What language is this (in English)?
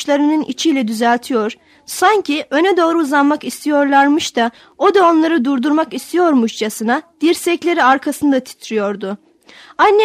Turkish